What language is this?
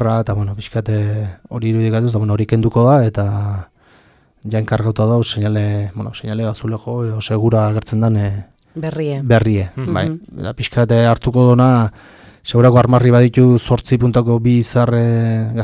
Basque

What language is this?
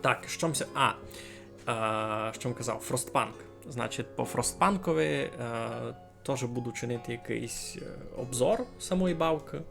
Rusyn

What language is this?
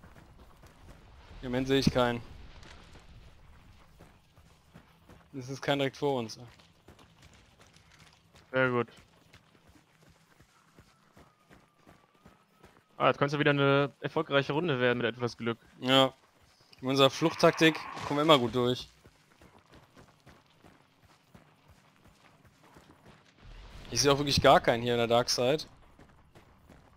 German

